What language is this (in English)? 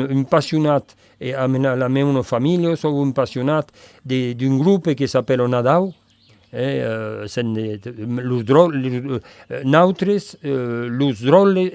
Occitan